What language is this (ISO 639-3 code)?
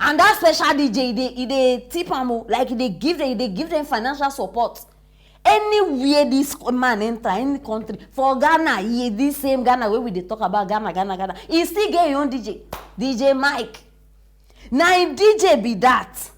pcm